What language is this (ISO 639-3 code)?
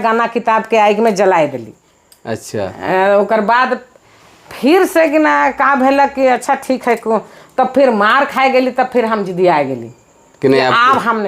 sck